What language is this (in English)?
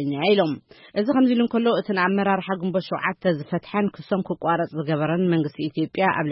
Tigrinya